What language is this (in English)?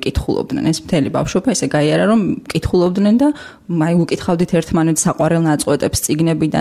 Georgian